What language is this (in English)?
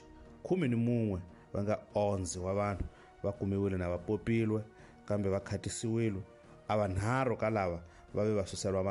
Tsonga